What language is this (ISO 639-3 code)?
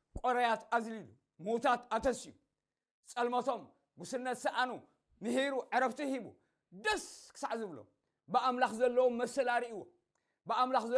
tir